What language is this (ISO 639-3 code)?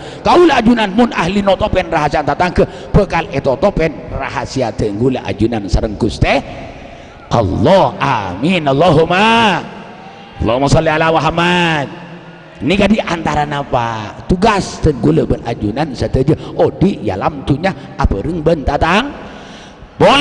mad